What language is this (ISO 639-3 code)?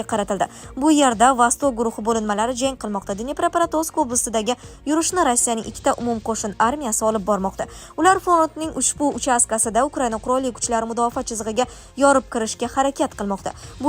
uzb